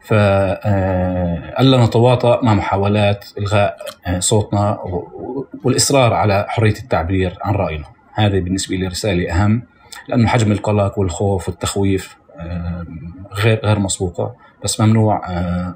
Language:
North Levantine Arabic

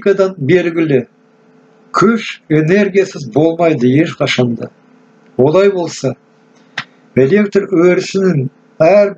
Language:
Kazakh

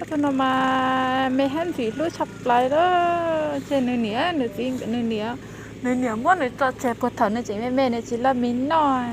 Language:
Hmong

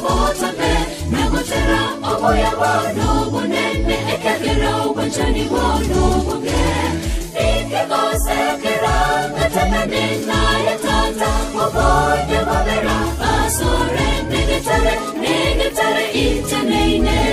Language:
Gusii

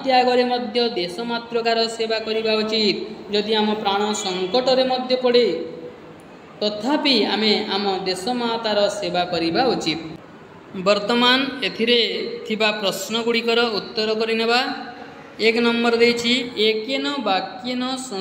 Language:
Odia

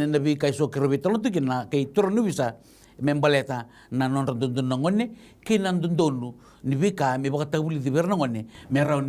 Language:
Fijian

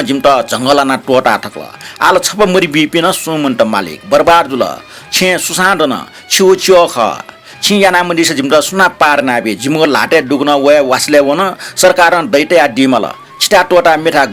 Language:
Newari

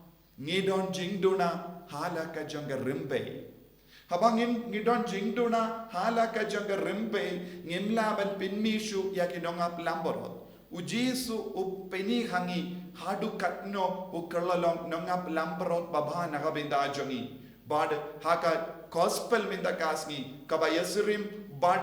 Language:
Khasi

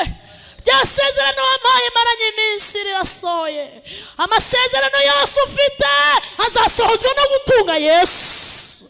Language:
Kinyarwanda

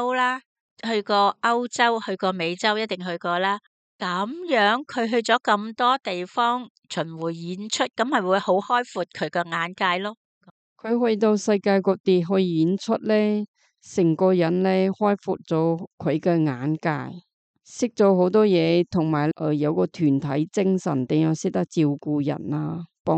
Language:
Cantonese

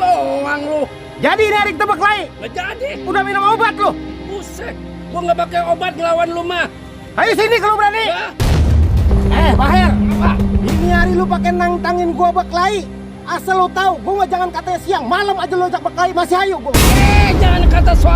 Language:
Betawi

